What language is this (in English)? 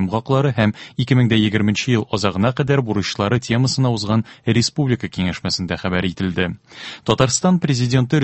Tatar